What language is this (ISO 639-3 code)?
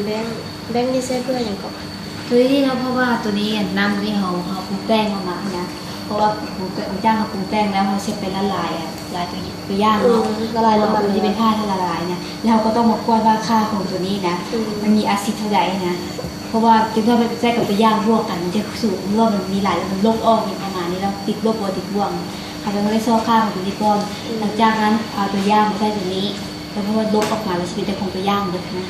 lao